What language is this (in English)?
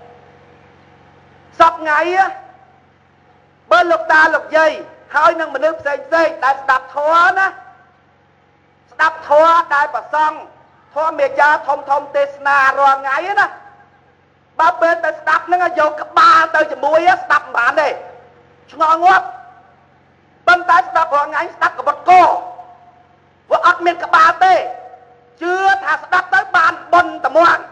Khmer